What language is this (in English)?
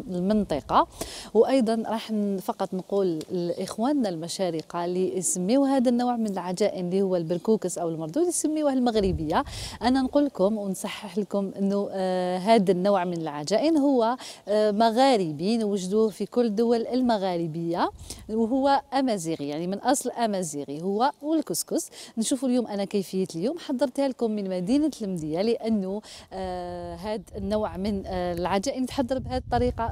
Algerian Arabic